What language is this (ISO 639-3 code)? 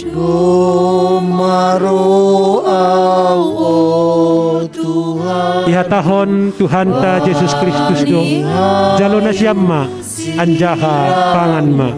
bts